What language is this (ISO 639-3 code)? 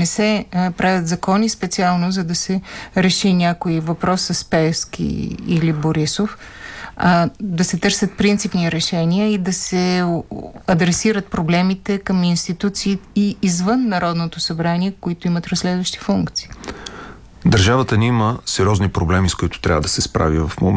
bul